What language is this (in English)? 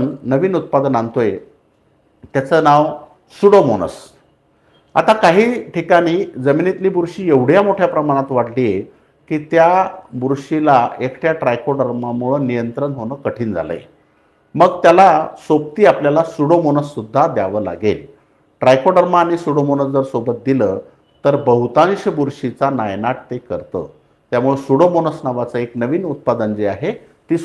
Marathi